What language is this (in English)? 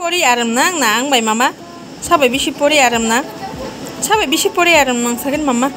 Kok Borok